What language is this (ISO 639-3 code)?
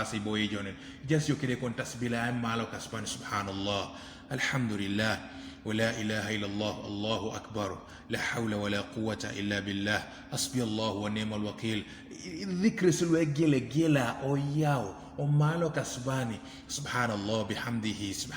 teo